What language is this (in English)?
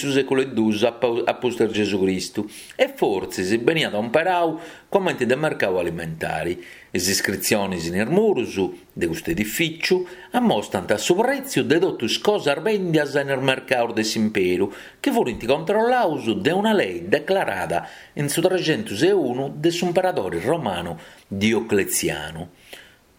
Sardinian